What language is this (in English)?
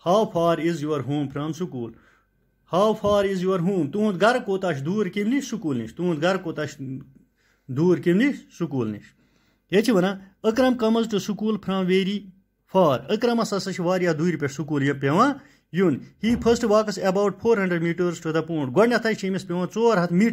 Kashmiri